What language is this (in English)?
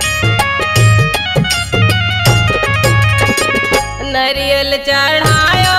Bhojpuri